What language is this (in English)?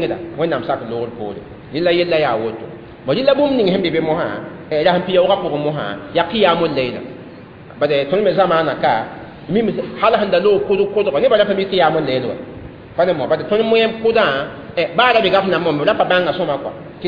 Mossi